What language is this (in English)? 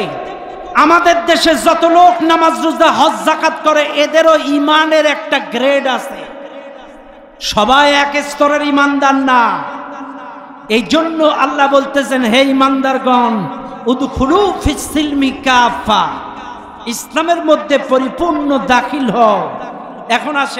Bangla